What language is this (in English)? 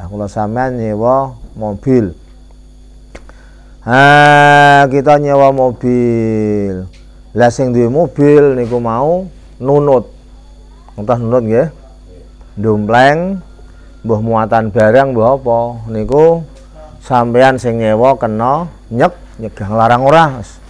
Javanese